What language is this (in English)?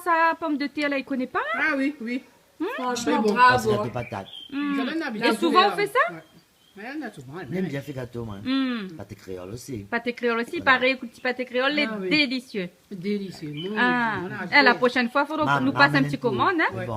Réunion Creole French